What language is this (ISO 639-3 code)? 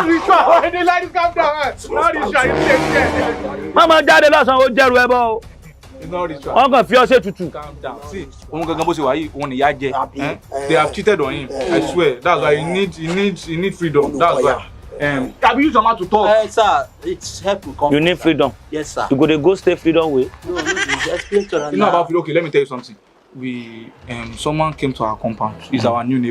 pcm